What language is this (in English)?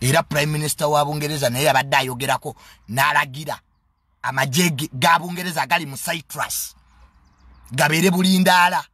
Ganda